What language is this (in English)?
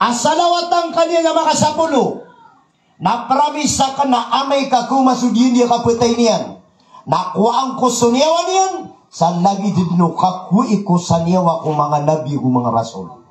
Maranao